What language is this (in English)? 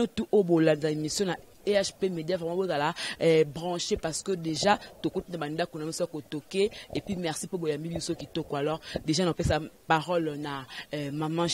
Lingala